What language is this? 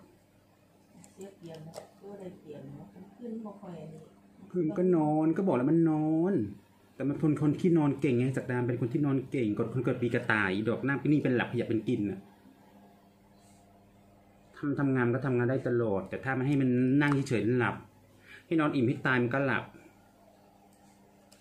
Thai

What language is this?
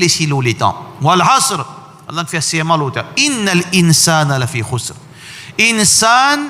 Morisyen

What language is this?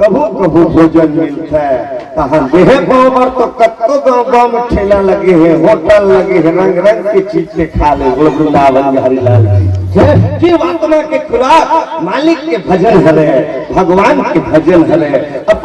Chhattisgarhi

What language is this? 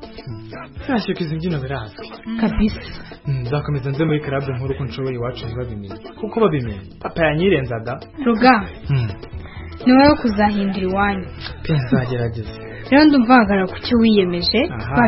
Kinyarwanda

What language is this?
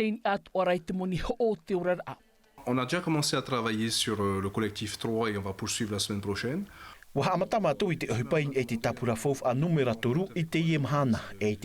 Tahitian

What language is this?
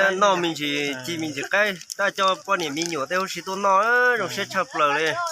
Hmong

